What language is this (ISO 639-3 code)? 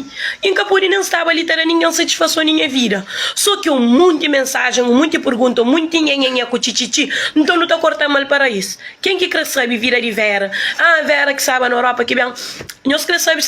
kea